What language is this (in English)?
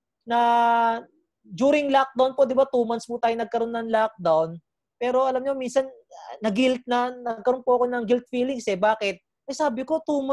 Filipino